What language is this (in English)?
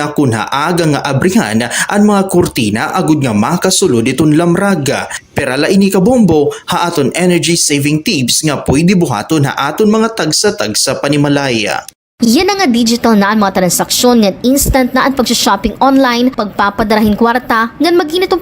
Waray